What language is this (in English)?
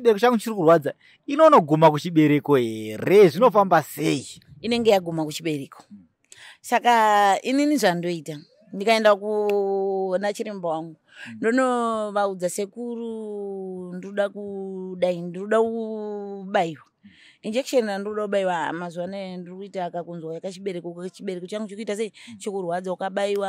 Shona